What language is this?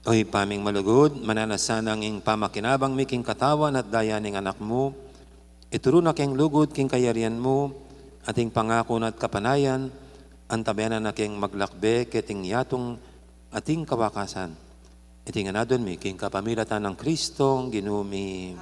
Pampanga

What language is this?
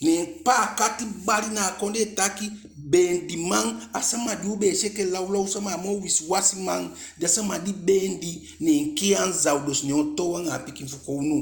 Eastern Maroon Creole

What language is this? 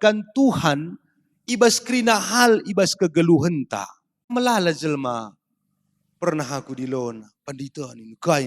Batak Karo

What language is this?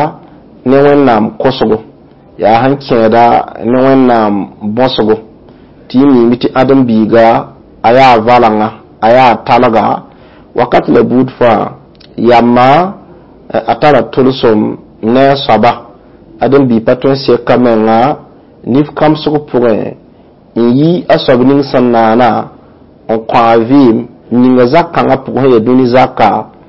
Mossi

